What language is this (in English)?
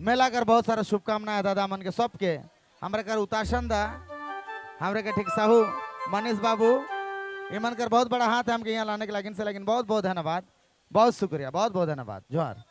Sadri